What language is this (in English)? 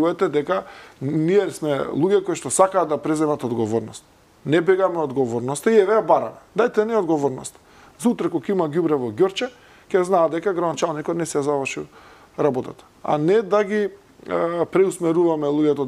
Macedonian